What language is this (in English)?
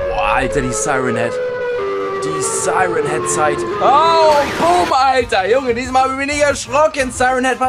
German